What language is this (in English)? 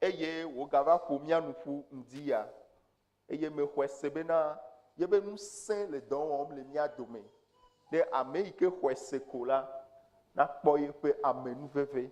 Ewe